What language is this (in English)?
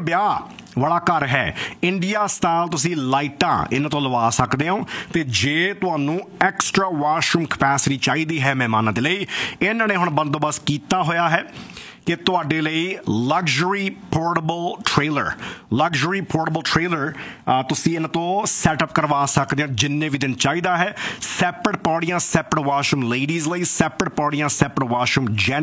Punjabi